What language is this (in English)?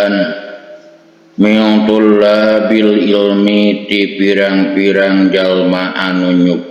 Sundanese